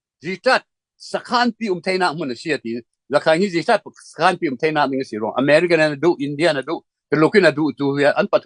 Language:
Falam Chin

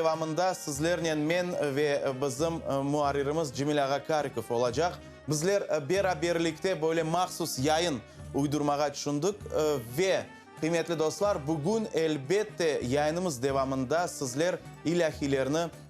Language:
Crimean Tatar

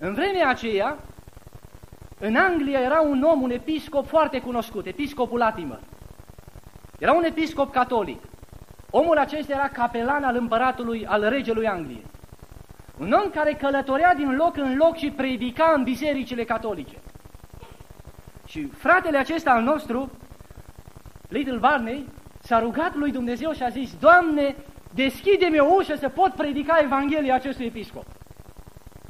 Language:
Romanian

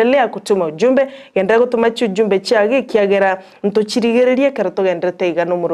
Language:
Gusii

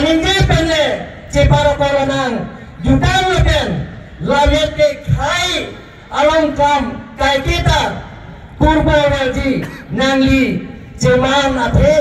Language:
Karbi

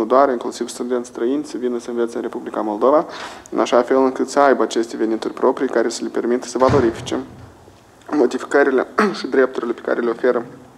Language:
Romanian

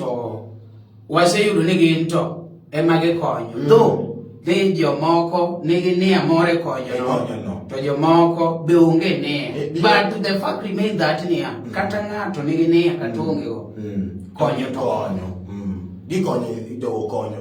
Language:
Luo (Kenya and Tanzania)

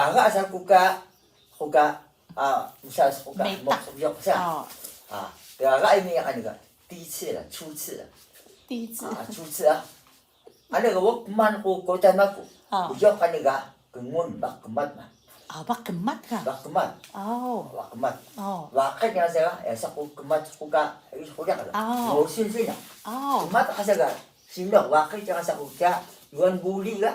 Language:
Atayal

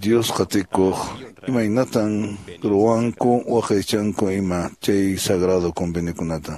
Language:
Quechua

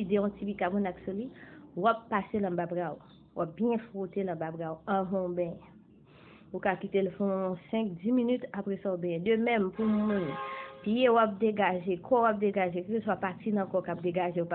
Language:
Haitian Creole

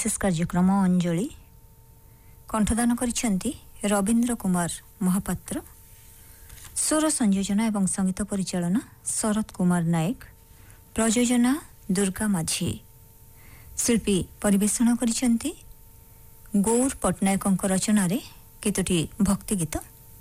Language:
Odia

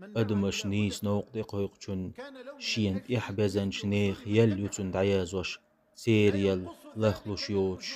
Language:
Chechen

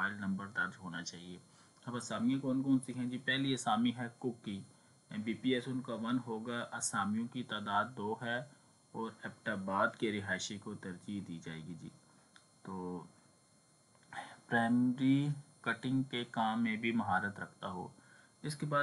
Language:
Urdu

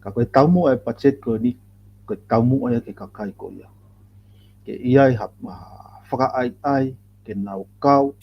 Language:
Tongan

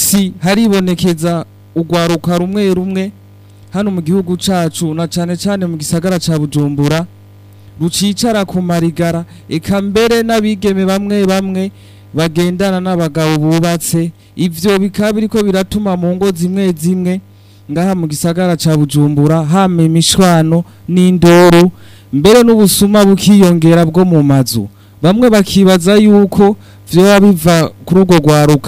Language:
Rundi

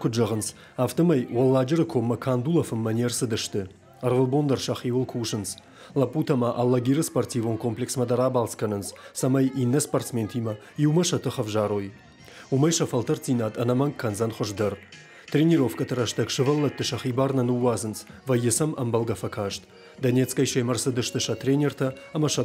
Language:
Ossetic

